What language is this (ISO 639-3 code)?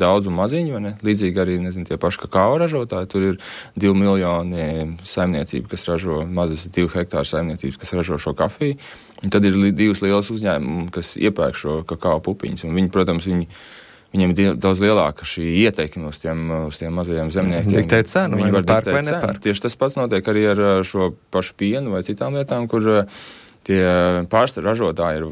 lav